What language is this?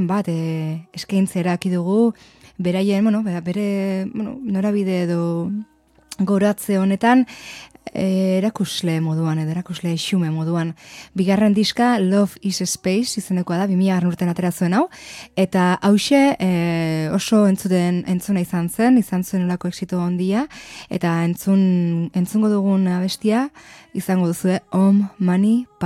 Basque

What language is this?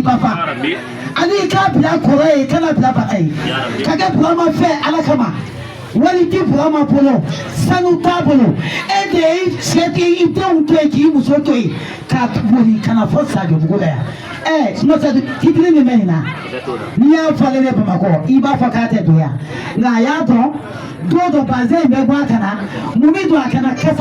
Bambara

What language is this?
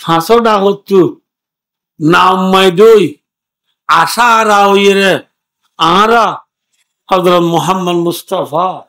Rohingya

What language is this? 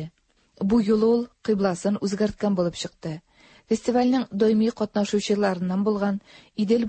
Tatar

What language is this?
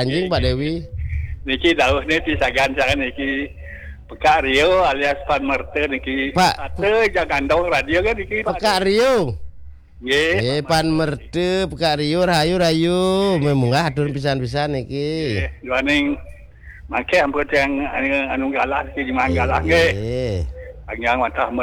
Balinese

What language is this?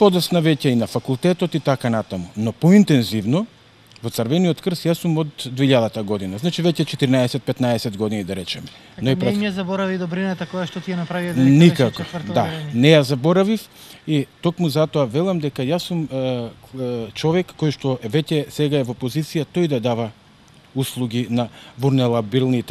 Macedonian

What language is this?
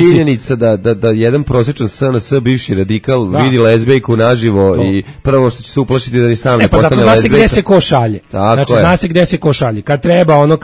Serbian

